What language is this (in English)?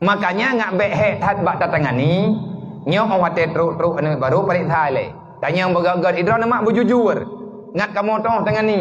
Achinese